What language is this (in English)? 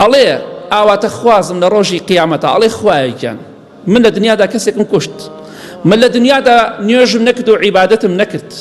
Central Kurdish